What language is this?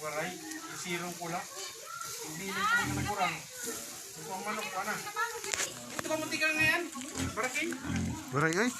Waray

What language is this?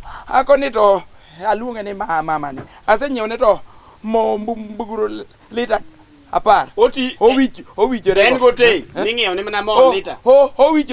Luo (Kenya and Tanzania)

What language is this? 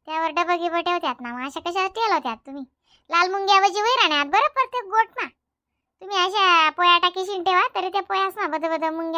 Khandesi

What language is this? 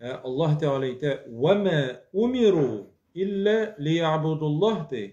Tatar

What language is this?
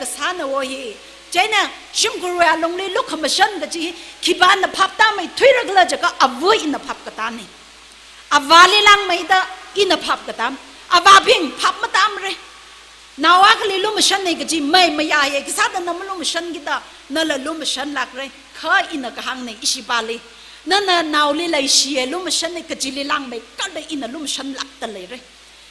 Tangkhul Naga (India)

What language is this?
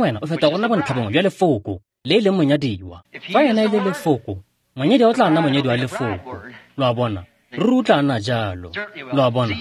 Tswana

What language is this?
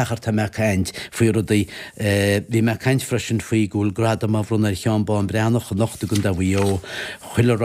Irish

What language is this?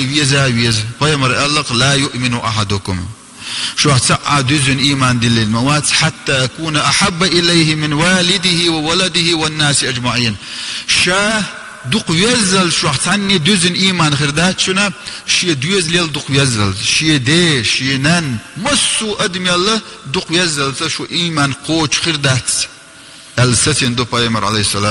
Chechen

